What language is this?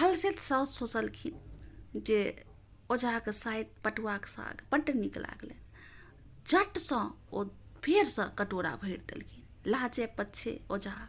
Maithili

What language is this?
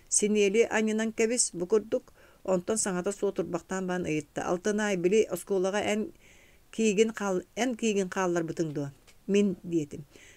Yakut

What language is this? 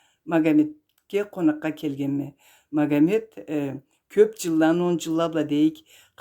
Karachay-Balkar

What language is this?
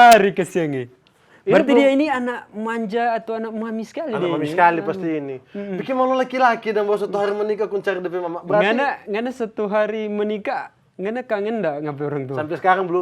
Manado Malay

